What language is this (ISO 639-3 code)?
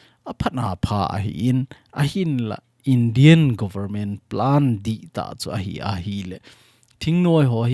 tcz